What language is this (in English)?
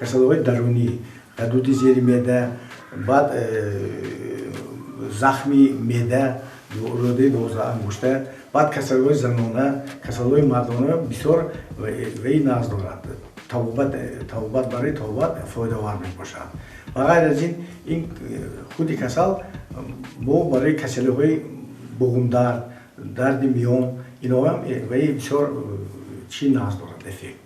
Tajik